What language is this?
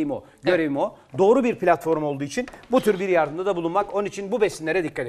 Turkish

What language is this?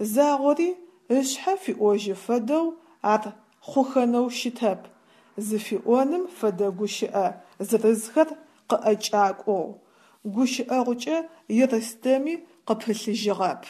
Adyghe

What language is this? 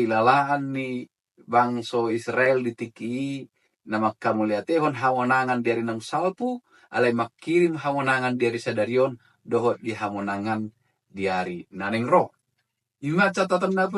Batak Toba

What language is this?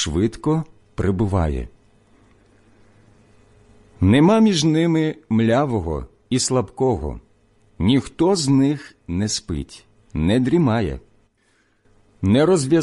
Ukrainian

